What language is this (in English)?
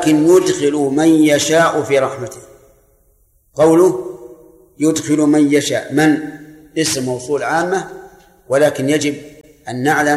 Arabic